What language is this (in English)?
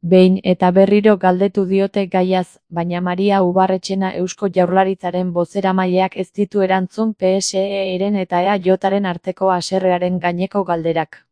Basque